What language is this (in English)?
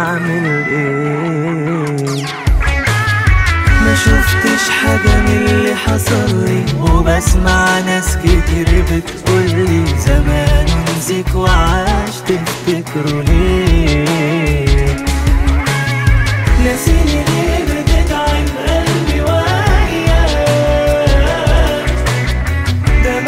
Egyptian Arabic